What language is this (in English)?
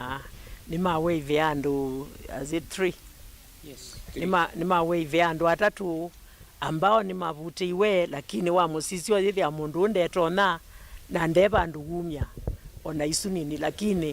Kamba